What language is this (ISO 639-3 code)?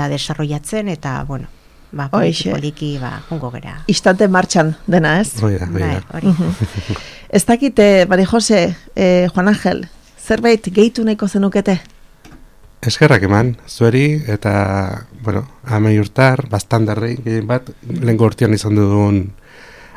eus